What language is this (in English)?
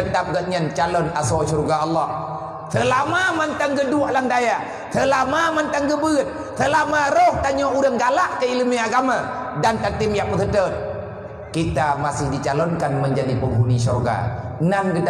Achinese